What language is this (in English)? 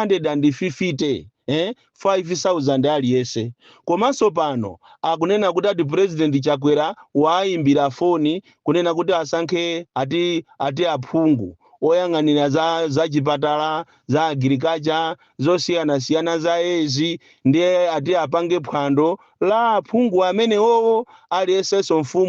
Nyanja